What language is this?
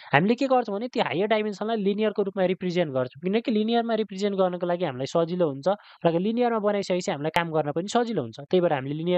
Nepali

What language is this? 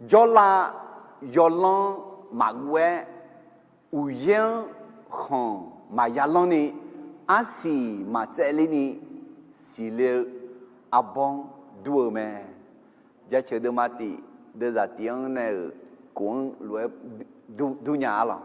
Akha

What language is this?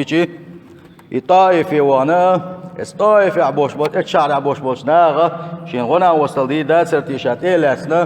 Chechen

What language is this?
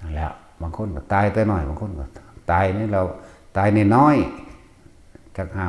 Northeastern Thai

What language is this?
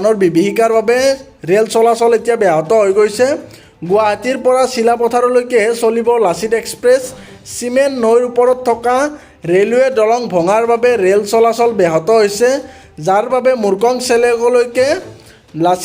Assamese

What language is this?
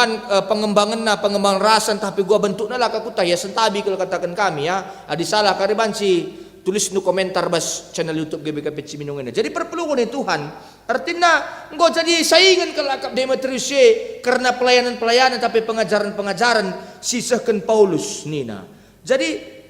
Batak Karo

